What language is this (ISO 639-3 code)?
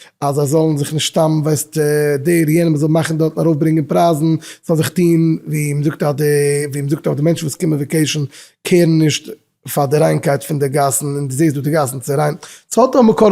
yid